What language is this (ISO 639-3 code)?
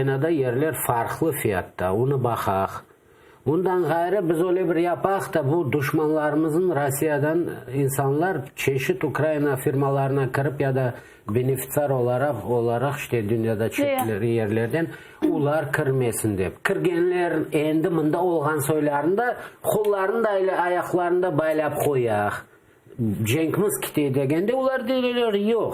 crh